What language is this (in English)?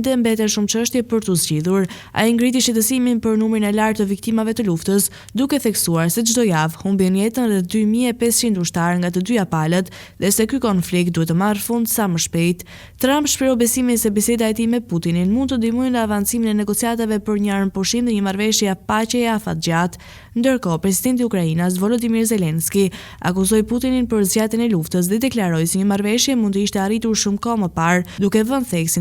Albanian